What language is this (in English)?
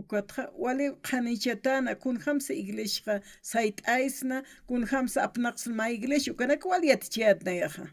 Aymara